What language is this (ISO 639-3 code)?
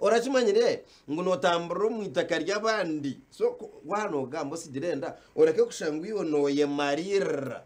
nyn